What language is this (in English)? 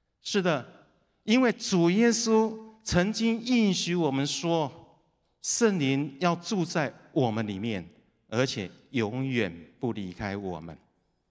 Chinese